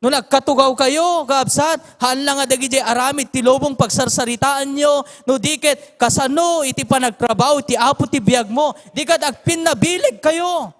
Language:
Iloko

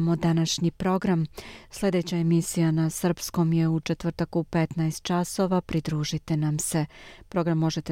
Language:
Serbian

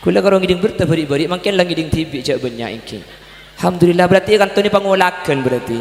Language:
Madurese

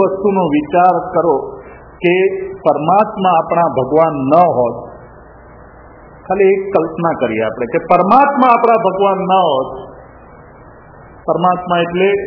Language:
Gujarati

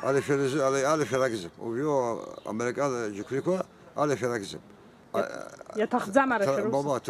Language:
Abkhazian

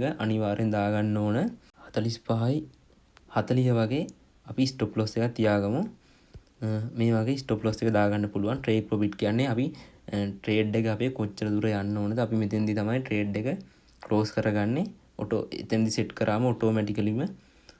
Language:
Sinhala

